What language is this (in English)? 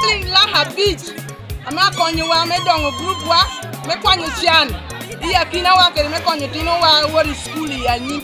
Lango (Uganda)